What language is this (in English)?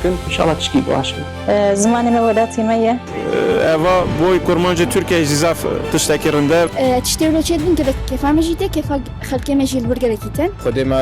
Kurdish